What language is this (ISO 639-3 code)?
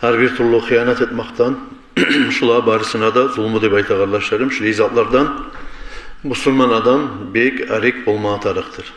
kum